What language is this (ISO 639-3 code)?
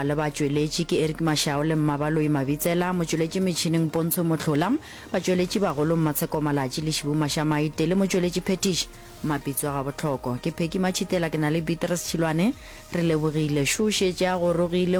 nso